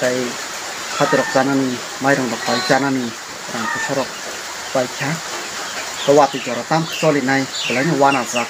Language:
Kok Borok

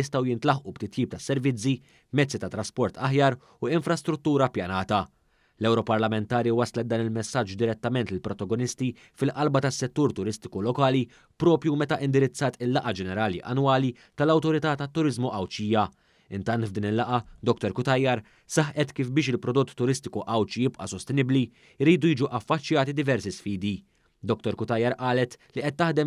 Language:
Maltese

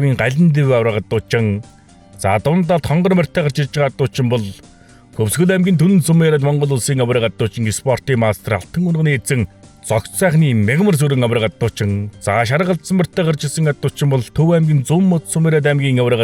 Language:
Mongolian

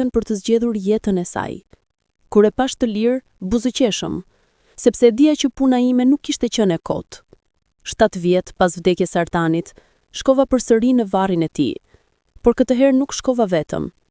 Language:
Albanian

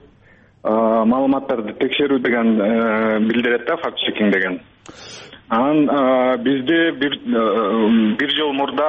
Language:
Kyrgyz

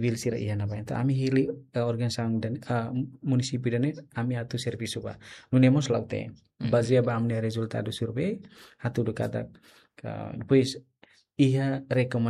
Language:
Tetum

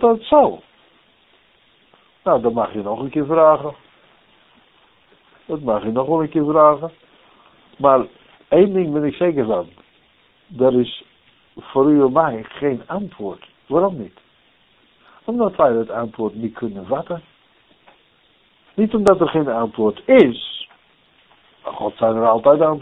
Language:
Dutch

